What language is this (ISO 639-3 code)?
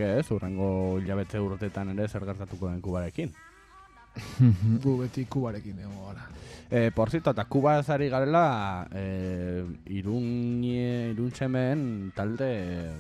eus